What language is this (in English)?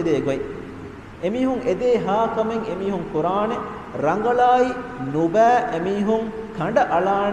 Divehi